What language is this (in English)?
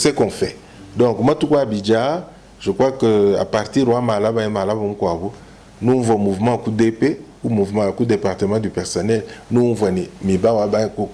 Luba-Lulua